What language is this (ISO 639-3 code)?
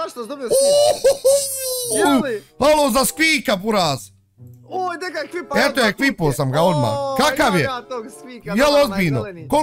bos